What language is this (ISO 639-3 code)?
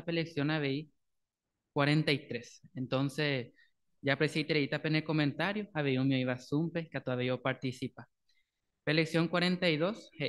grn